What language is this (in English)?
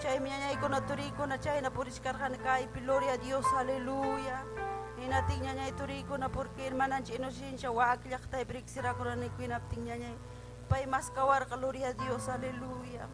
Ayacucho Quechua